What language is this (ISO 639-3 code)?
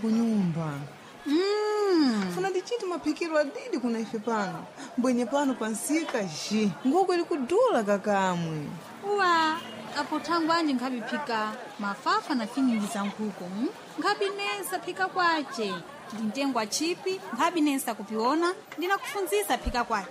seh